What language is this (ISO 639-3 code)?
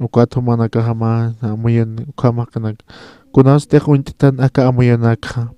aym